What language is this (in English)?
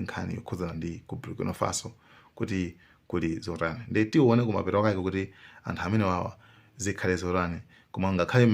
Nyanja